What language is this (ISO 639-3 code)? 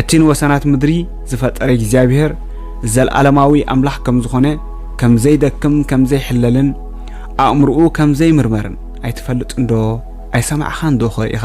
tir